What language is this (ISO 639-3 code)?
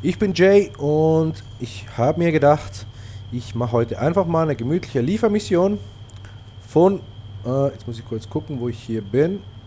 gsw